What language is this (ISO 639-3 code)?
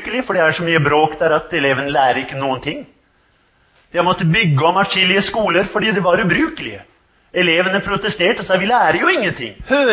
nor